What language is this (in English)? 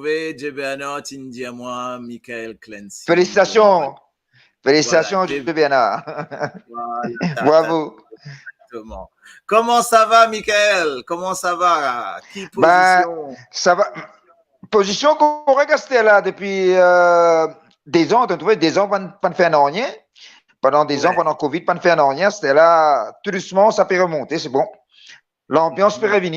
Morisyen